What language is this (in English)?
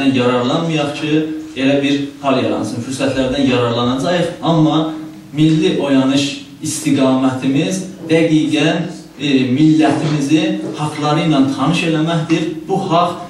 South Azerbaijani